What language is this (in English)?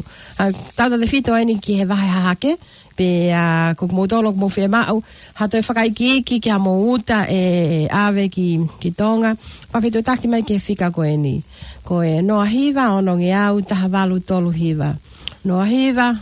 Tongan